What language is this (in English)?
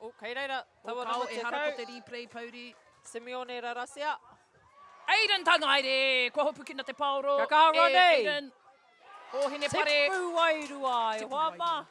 Māori